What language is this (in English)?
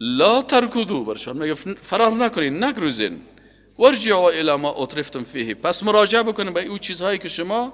Persian